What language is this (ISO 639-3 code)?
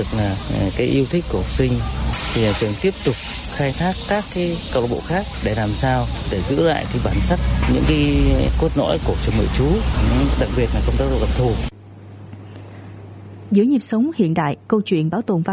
vie